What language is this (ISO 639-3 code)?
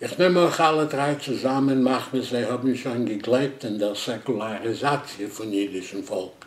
yid